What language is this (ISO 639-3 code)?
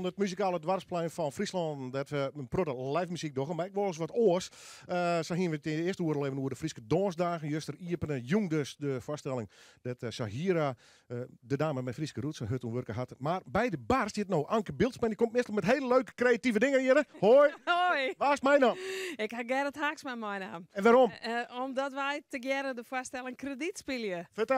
fry